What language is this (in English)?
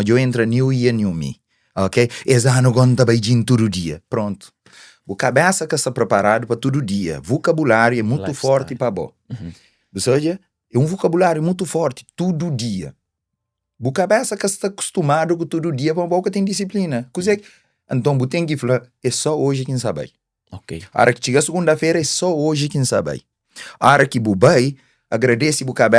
Kabuverdianu